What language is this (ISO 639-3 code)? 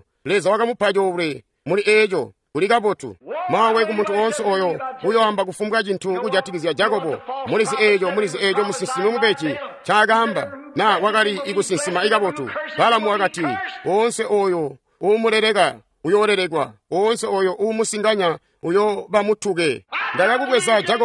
toi